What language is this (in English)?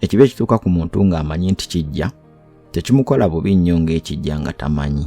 Ganda